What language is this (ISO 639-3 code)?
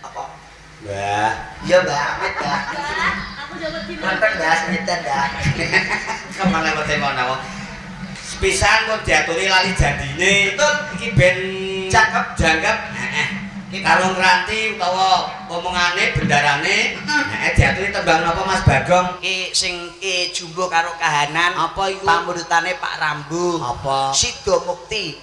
jav